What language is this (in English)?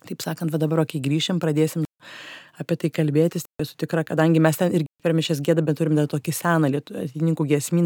Lithuanian